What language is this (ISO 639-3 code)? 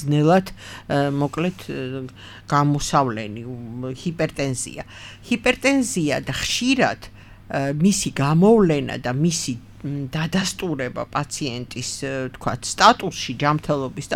kat